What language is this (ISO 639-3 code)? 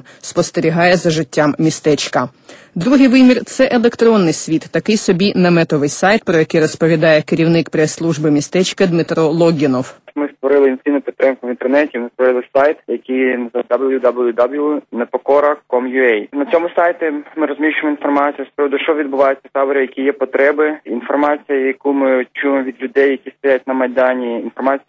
ukr